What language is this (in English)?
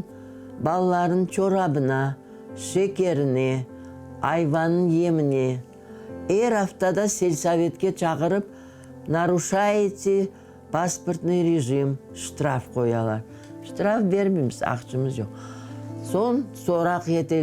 Crimean Tatar